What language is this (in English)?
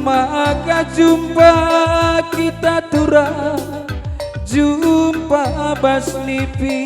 Batak Karo